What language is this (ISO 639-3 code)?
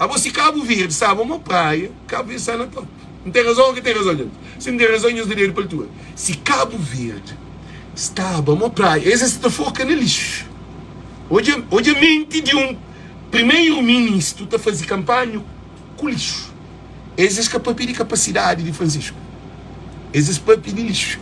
kea